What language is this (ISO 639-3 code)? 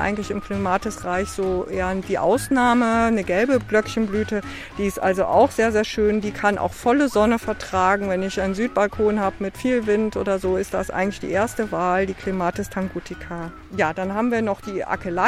deu